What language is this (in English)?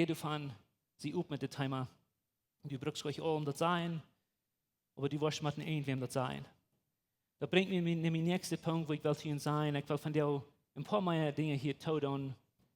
Plautdietsch